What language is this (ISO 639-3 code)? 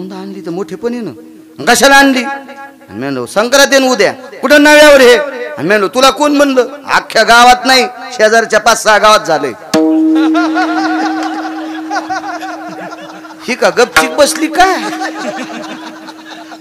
mar